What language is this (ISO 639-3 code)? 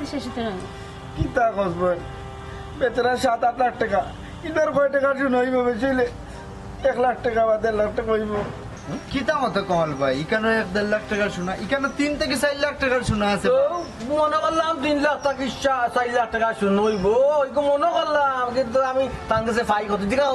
syl